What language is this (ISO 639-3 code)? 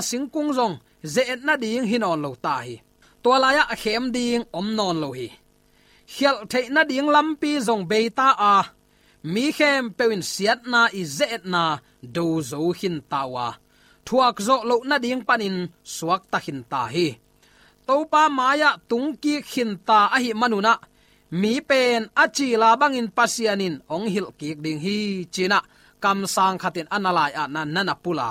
ctd